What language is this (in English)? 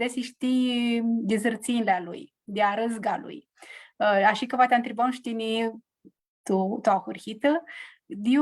Aromanian